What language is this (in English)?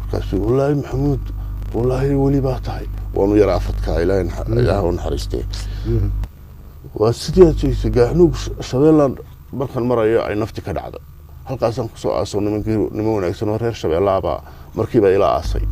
Somali